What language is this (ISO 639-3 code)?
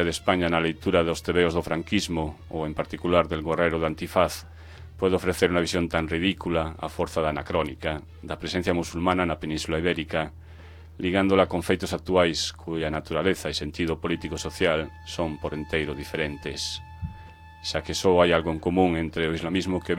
glg